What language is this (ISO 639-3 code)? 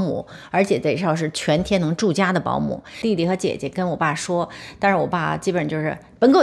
zho